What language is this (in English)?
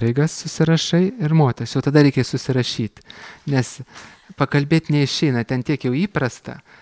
Lithuanian